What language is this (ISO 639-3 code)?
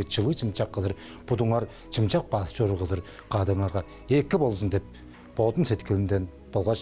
tyv